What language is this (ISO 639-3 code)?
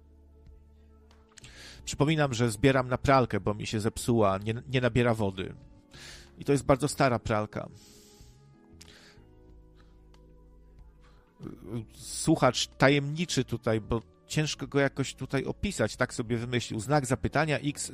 pol